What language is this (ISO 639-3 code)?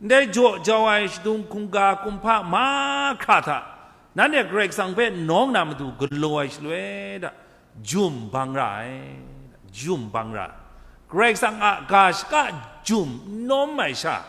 kac